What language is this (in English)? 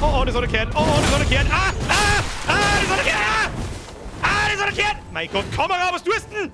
Bavarian